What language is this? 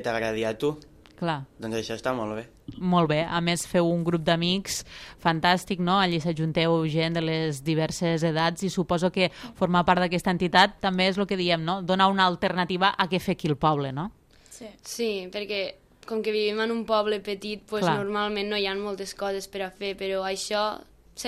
Catalan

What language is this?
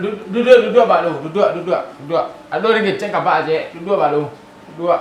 Minangkabau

